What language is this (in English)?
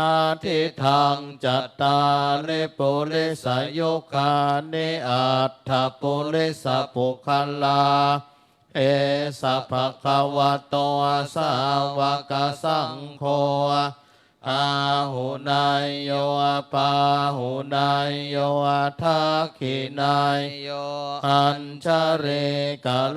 Pali